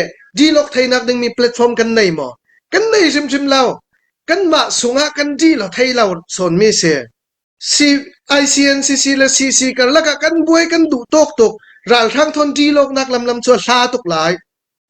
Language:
Hakha Chin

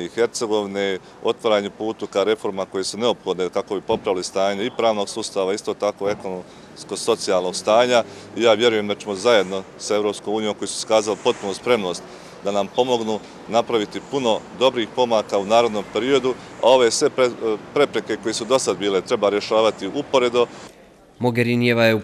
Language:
Bosnian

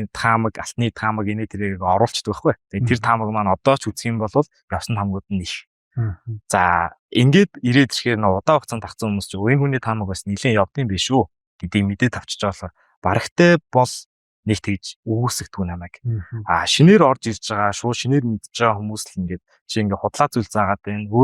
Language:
Mongolian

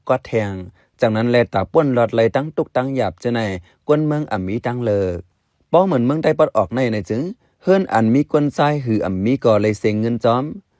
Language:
Shan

